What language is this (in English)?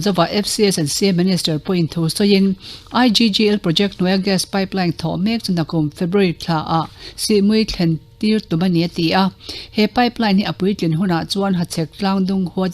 Mizo